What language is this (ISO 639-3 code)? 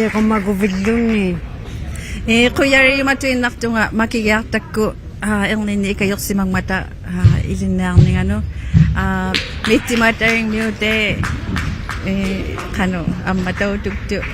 iku